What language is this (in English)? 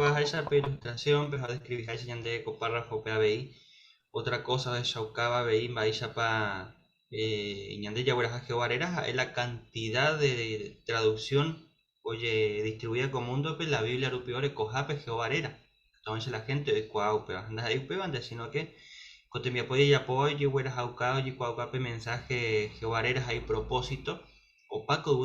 Guarani